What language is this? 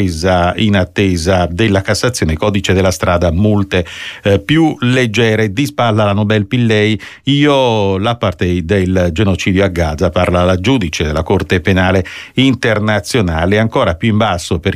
Italian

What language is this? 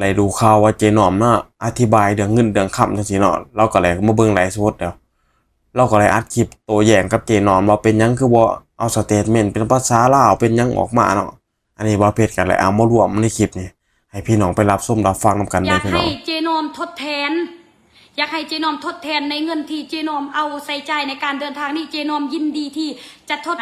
Northeastern Thai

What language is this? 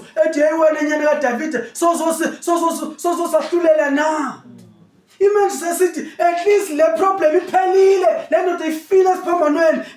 Zulu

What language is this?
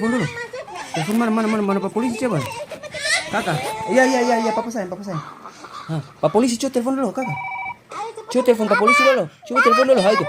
Ambonese Malay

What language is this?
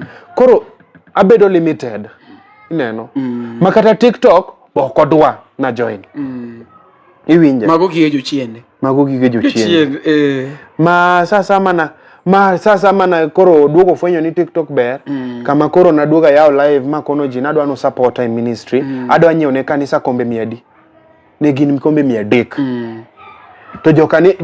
Luo (Kenya and Tanzania)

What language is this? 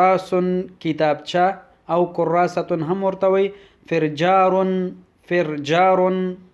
Pashto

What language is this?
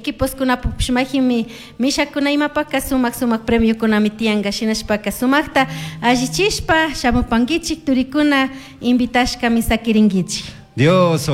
Chimborazo Highland Quichua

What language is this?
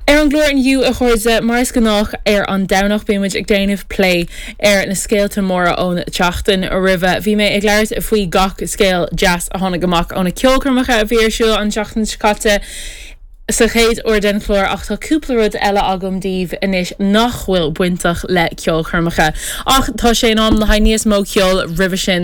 Irish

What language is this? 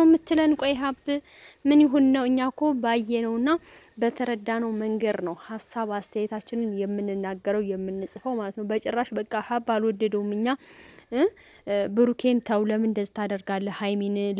Amharic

